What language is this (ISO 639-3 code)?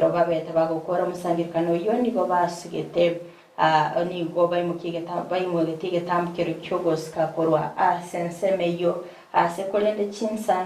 guz